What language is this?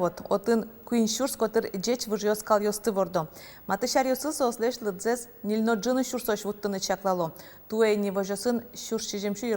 Udmurt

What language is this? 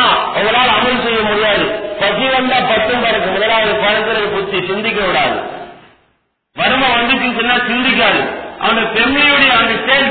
Tamil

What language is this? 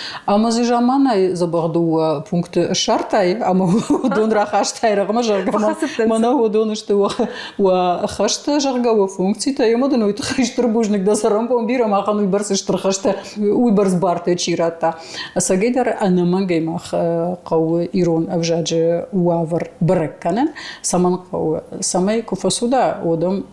Ossetic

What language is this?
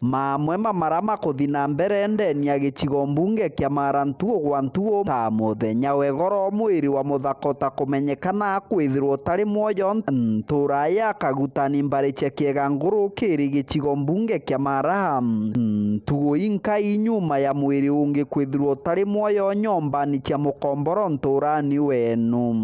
Meru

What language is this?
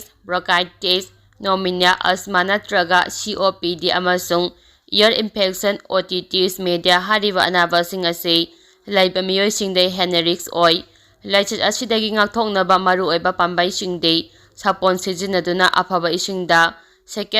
Manipuri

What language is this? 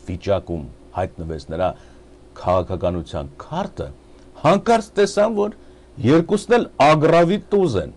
Armenian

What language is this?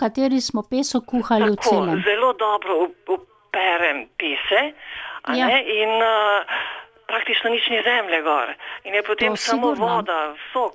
Slovenian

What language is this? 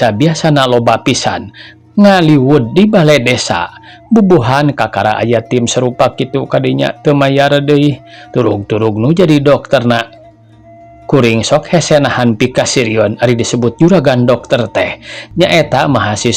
Sundanese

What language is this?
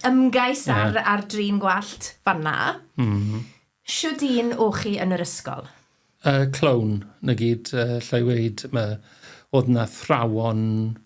Welsh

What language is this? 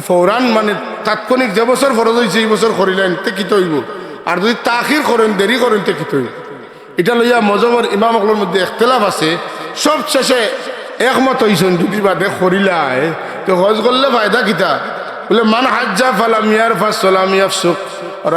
Sylheti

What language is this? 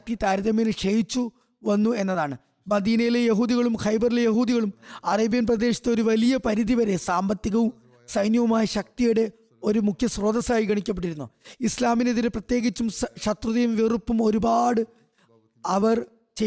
Malayalam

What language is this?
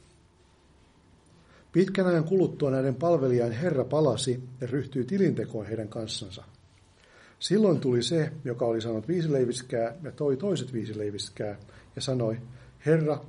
Finnish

